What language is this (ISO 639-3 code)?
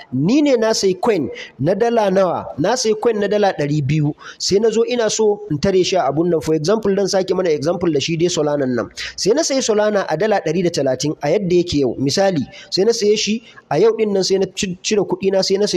hau